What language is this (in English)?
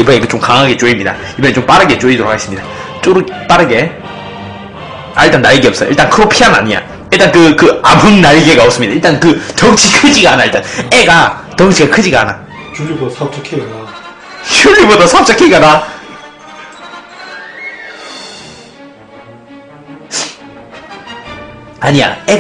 Korean